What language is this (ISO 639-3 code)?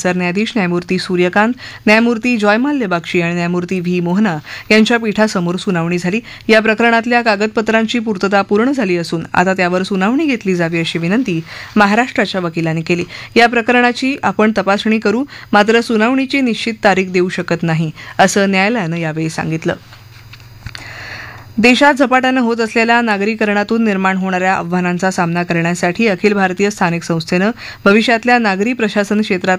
mar